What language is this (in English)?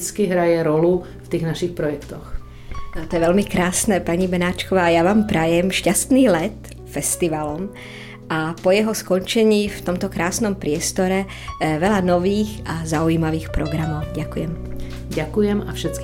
Slovak